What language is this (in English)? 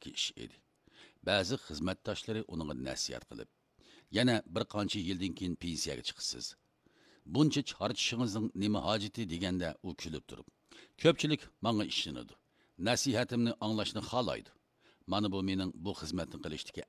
Uyghur